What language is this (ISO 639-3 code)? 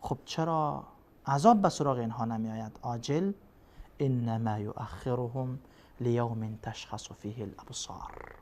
fas